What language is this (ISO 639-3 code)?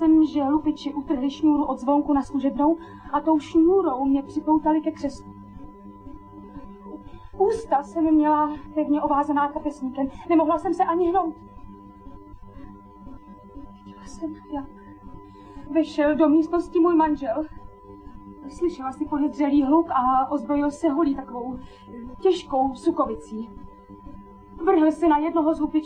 ces